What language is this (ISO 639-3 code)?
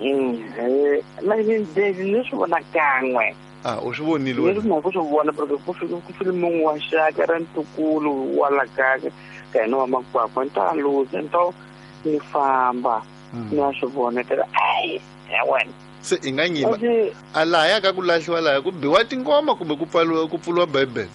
tso